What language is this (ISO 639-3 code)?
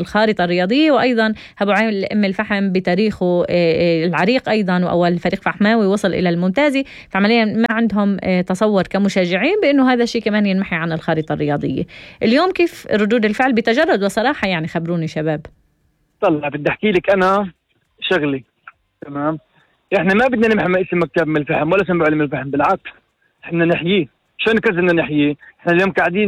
apc